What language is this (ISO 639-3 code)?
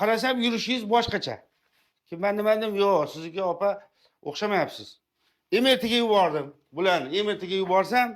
uzb